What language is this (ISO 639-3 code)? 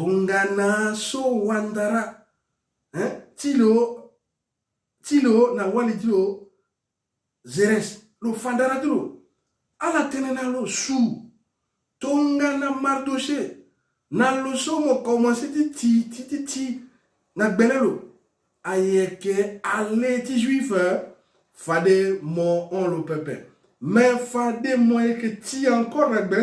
sag